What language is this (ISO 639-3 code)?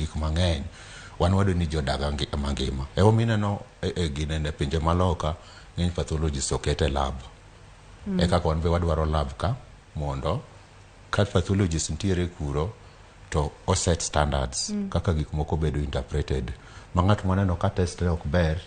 luo